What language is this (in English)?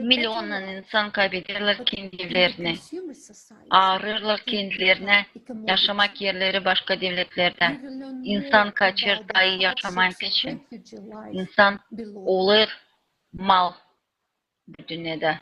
Gagauz